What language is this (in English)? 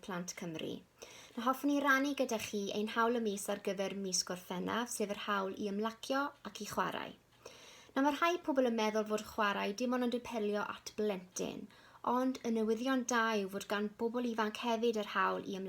Welsh